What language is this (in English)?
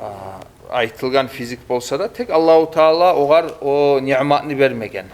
Kumyk